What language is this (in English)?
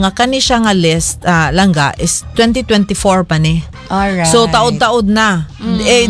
Cebuano